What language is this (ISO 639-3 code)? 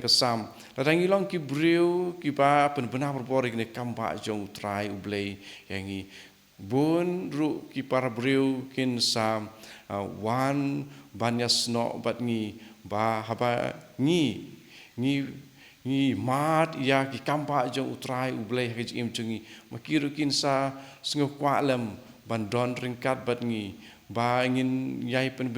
kha